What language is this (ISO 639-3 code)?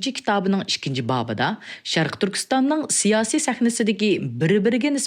uig